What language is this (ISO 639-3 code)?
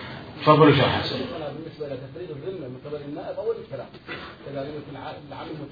acm